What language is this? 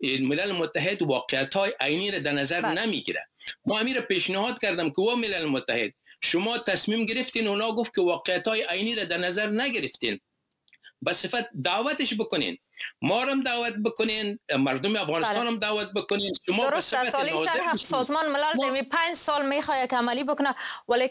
Persian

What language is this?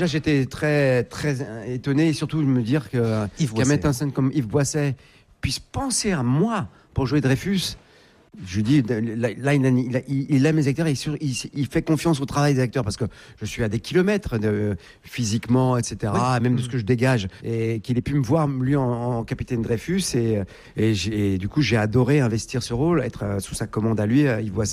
French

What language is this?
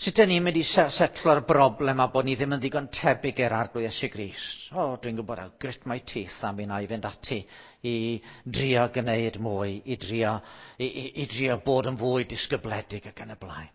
Welsh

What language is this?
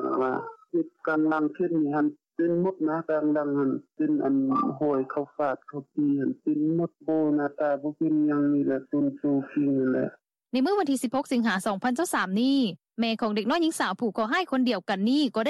Lao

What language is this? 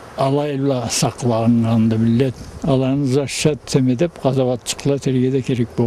Karachay-Balkar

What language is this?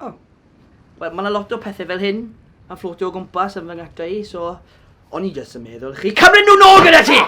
Welsh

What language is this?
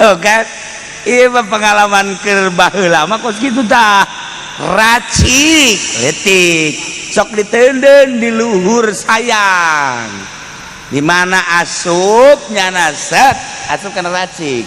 Sundanese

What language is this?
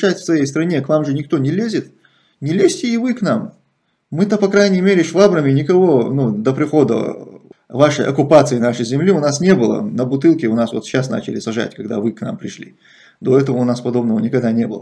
Russian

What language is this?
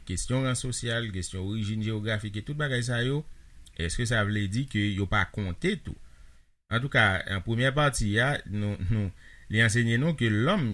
Haitian Creole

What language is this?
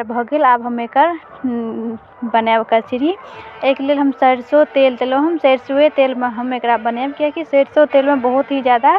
Maithili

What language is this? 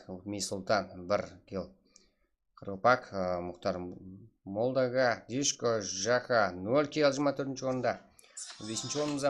Kara-Kalpak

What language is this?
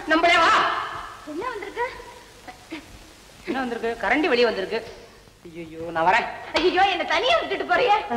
Tamil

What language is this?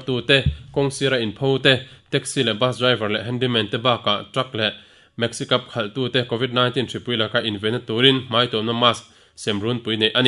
Mizo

